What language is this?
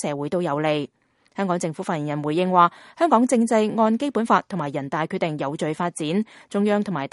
Cantonese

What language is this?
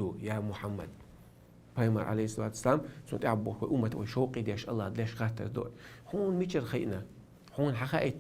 Chechen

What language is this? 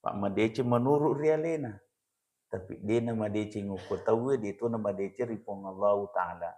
Buginese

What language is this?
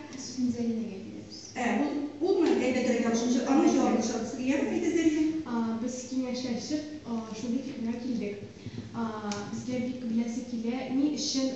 Tatar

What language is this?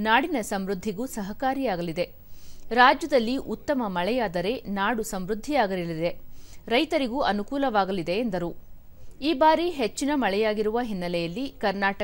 Kannada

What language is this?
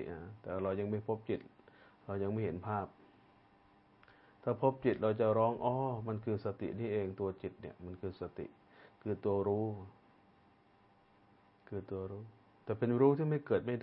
Thai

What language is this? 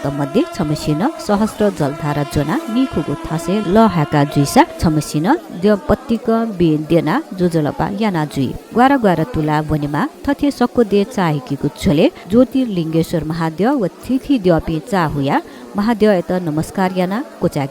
Newari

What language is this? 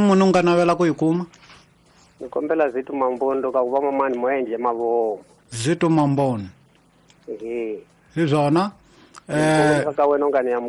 Tsonga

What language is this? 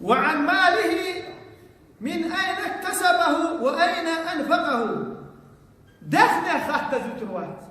Chechen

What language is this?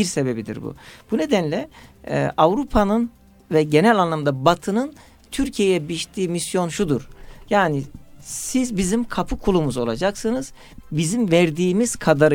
Turkish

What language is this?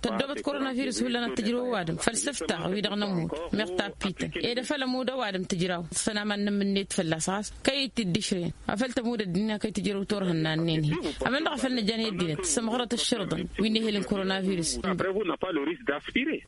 Tamasheq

